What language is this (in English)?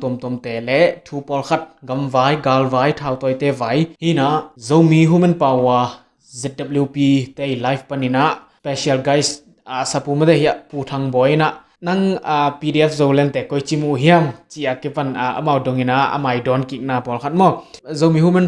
Tedim Chin